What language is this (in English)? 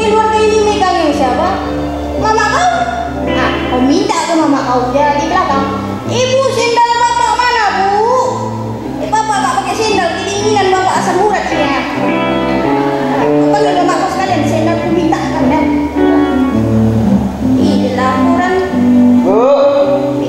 Indonesian